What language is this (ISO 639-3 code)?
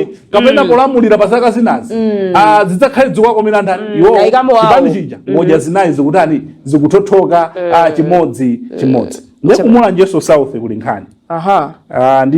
nya